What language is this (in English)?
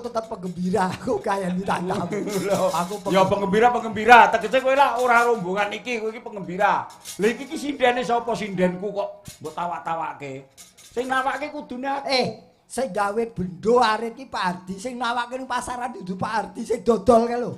Javanese